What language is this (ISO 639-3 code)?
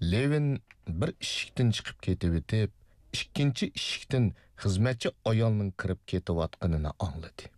uig